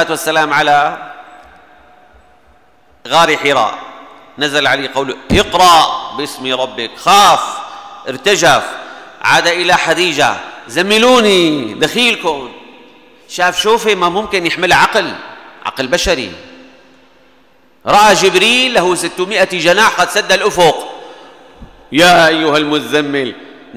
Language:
Arabic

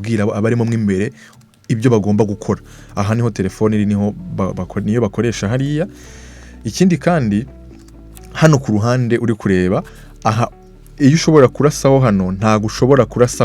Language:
Kinyarwanda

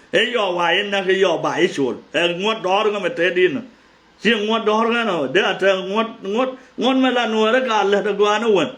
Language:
Nuer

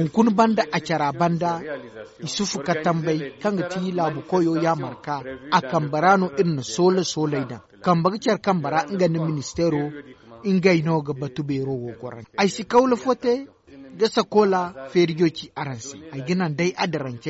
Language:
Zarma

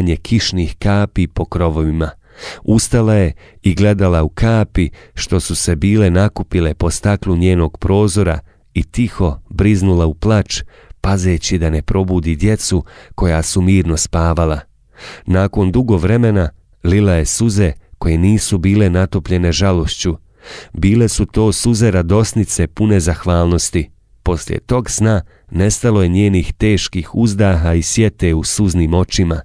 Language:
Bosnian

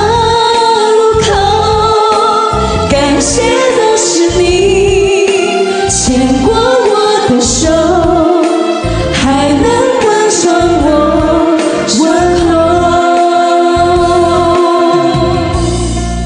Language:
Chinese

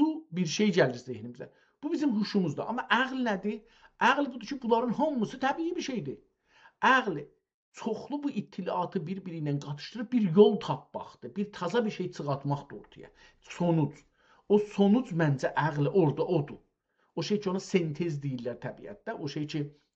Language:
South Azerbaijani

